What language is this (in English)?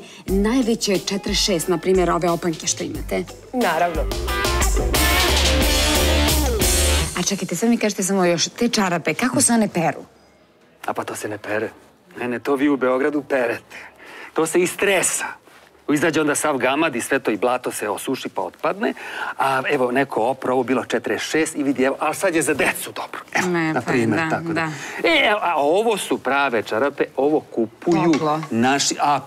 Serbian